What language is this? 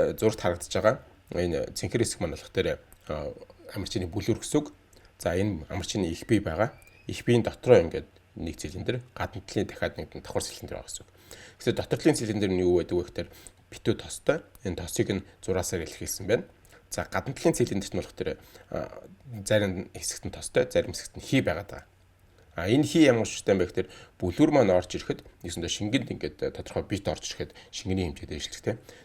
Mongolian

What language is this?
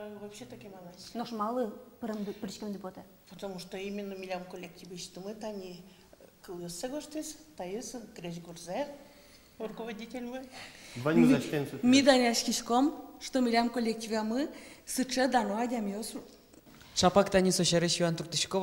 Udmurt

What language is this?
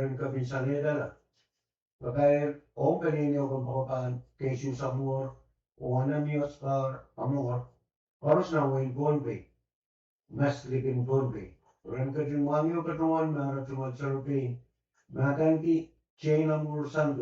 Pohnpeian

